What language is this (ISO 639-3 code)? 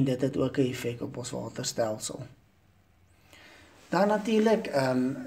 afr